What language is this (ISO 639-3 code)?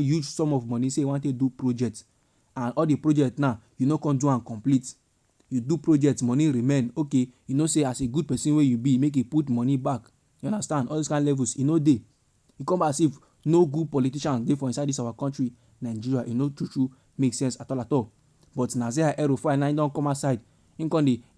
pcm